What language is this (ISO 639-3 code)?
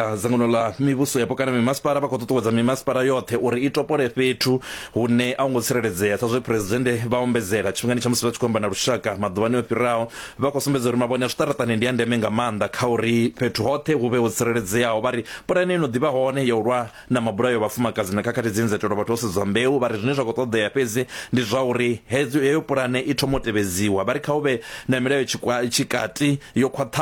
ven